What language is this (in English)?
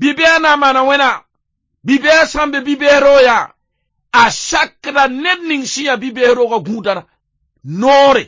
Mossi